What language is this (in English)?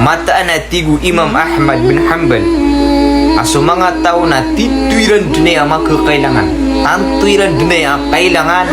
Maranao